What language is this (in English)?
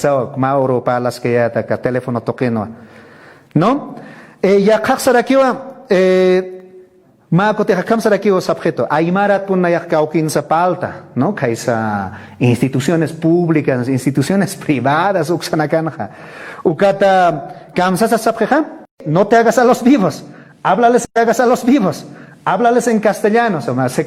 Aymara